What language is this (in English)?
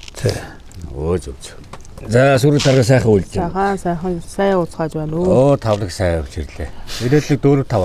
Mongolian